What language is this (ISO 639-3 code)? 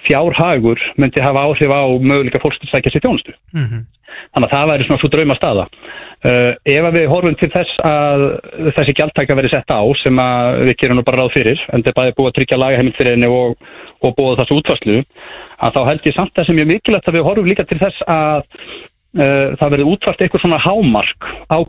isl